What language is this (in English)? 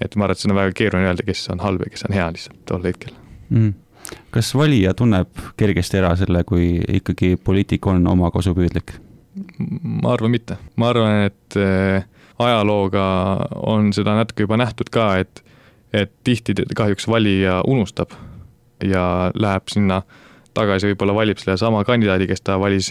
Estonian